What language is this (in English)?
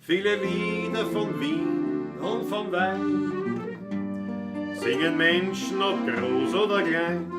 Bavarian